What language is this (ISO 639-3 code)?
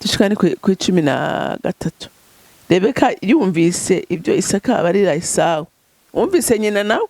run